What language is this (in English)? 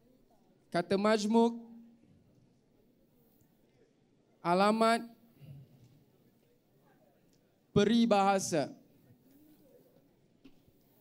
Malay